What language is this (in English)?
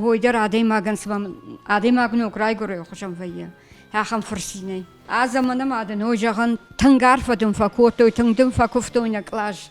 Ossetic